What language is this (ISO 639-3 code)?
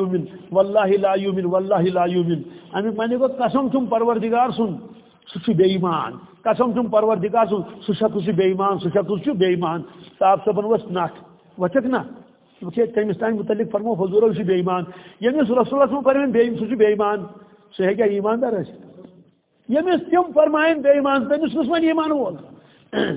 kas